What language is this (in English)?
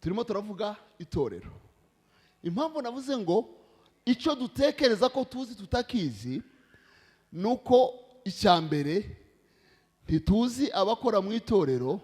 Kinyarwanda